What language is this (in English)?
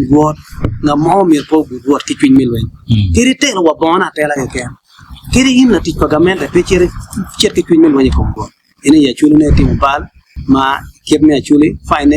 Acoli